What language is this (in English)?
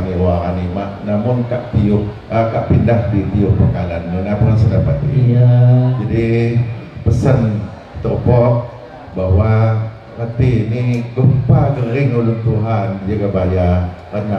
Lampung Api